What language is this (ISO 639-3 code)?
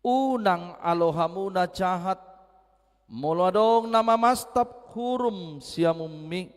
bbc